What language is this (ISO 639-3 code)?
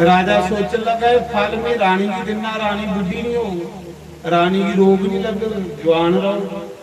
doi